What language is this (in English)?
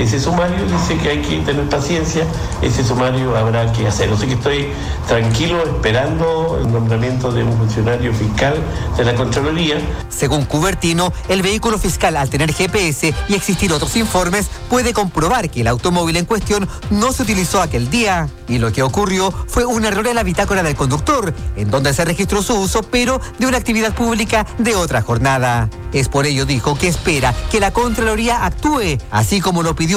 Spanish